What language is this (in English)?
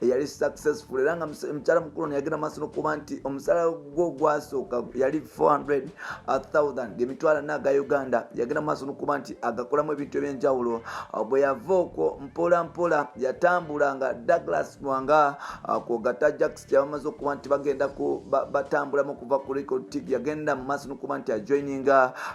Ganda